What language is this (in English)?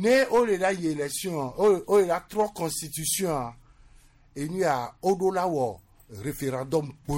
Gen